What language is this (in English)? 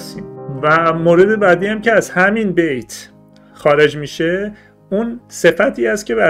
Persian